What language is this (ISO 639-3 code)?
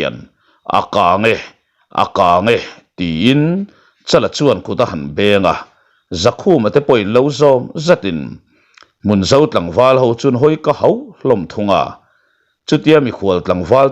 lus